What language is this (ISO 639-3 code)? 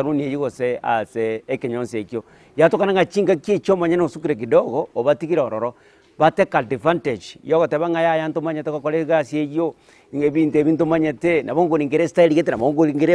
guz